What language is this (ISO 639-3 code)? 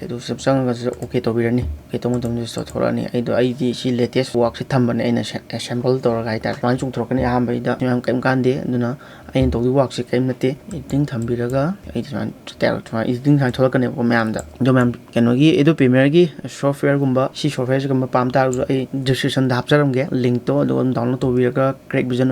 mni